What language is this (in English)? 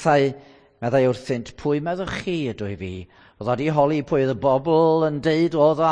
Welsh